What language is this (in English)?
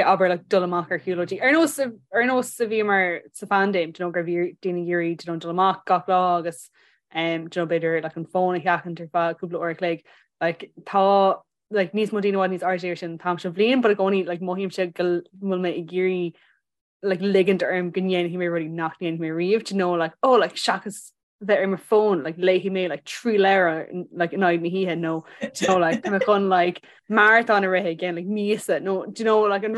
Irish